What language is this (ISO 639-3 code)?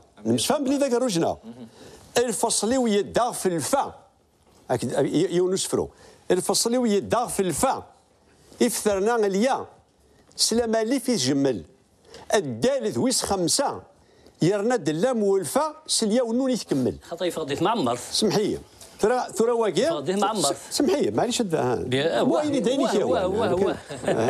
kab